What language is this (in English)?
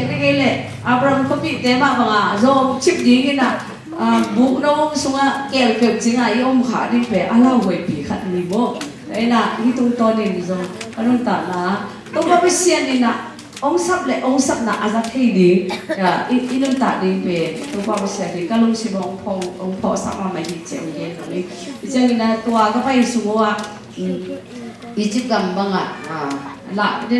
Tedim Chin